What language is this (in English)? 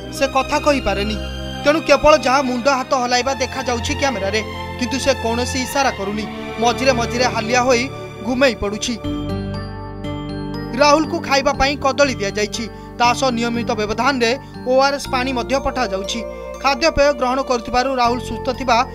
Odia